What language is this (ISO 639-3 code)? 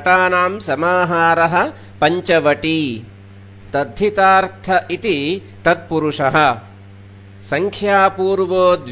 san